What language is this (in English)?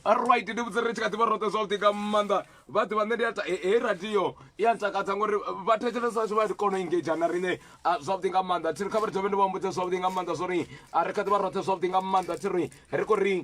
Venda